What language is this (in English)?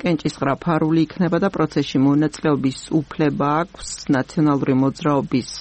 Georgian